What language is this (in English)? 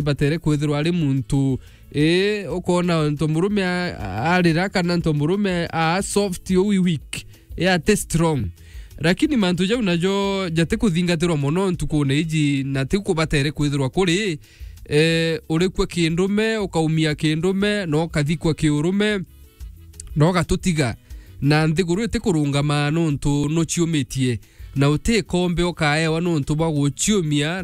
Meru